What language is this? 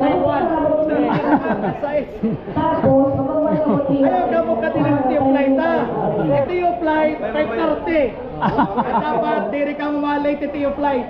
Waray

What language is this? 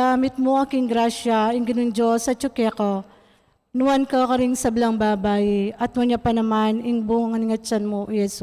Pampanga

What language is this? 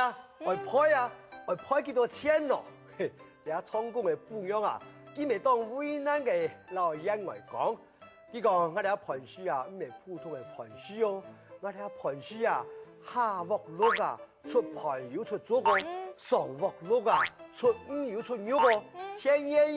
Hakka Chinese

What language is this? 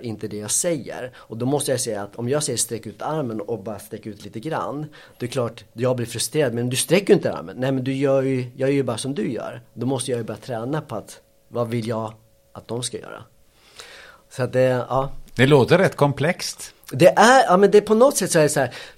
Swedish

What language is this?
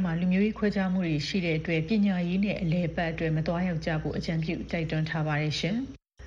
Burmese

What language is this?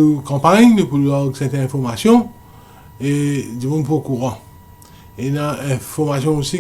Morisyen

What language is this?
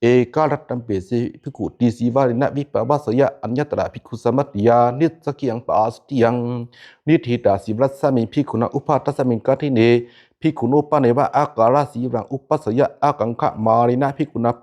Pali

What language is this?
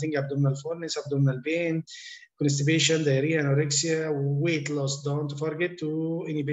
English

